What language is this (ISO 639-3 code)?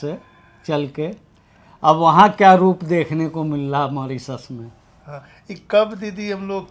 bho